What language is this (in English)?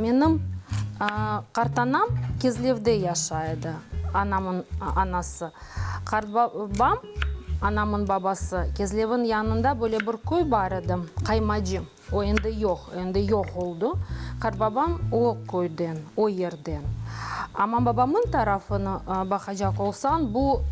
Crimean Tatar